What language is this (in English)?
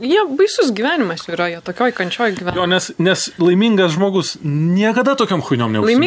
Lithuanian